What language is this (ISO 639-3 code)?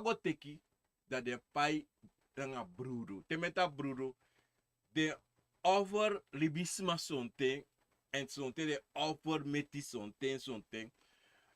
srn